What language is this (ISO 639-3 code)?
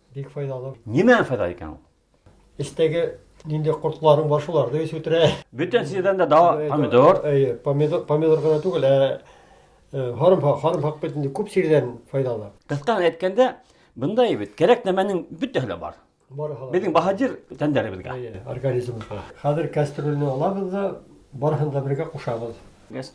bak